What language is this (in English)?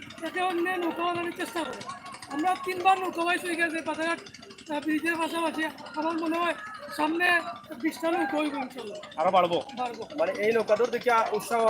Sylheti